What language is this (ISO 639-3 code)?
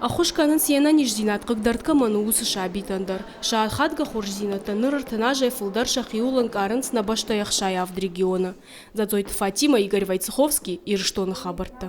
oss